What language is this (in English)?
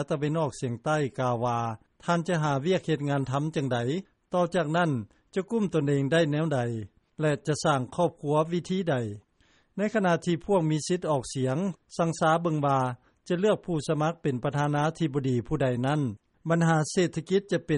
Lao